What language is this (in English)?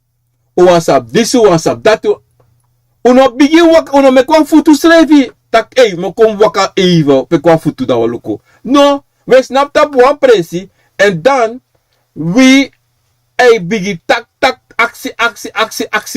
Sranan Tongo